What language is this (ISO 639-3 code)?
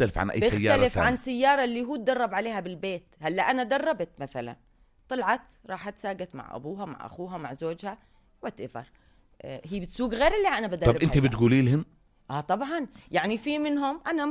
apc